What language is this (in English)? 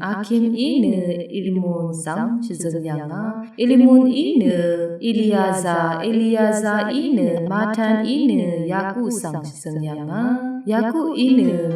Rawang